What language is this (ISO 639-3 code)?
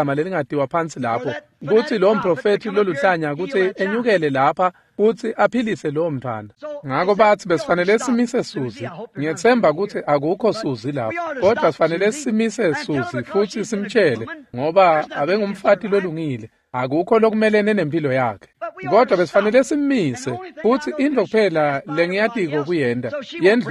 ssw